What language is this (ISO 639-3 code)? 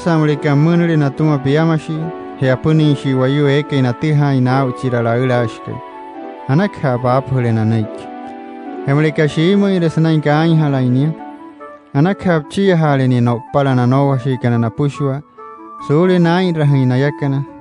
guc